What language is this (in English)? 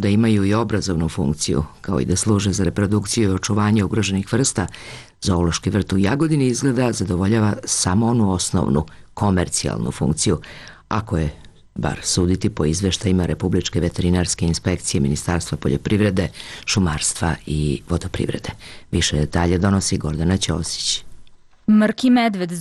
Serbian